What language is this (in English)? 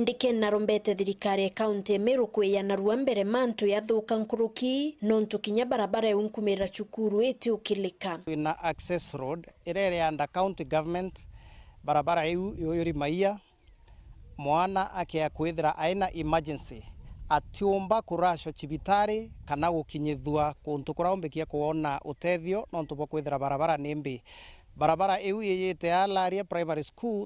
Meru